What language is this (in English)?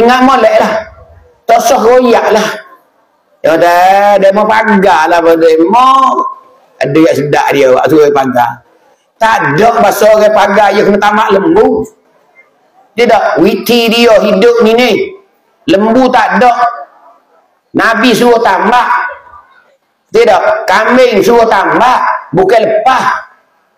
Malay